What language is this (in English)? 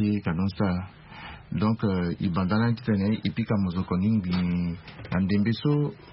Sango